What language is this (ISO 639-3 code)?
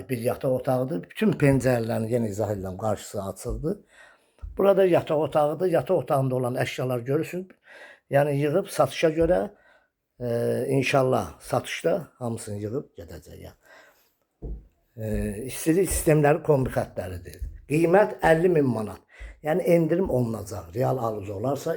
aze